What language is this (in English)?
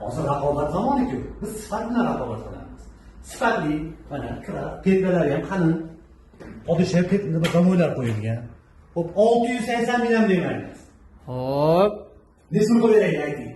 Uzbek